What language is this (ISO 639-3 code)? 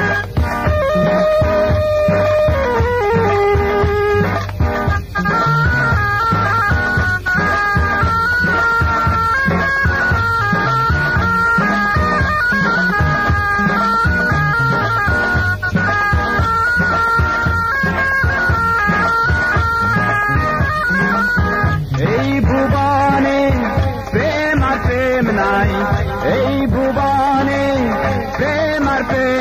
ben